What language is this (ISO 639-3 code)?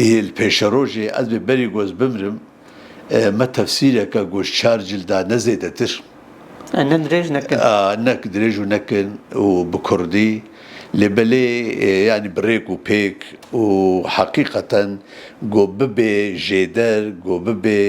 kur